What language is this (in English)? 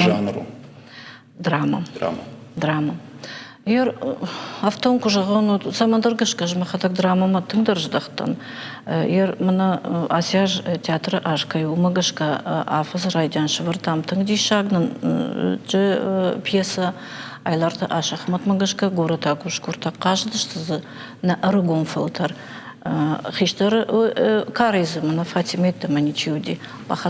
Ossetic